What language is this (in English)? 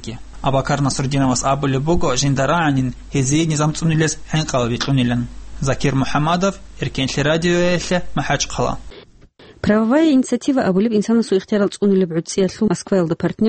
Avaric